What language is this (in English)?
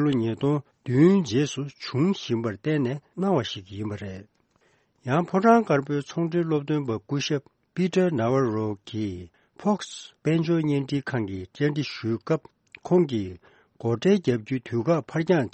Tibetan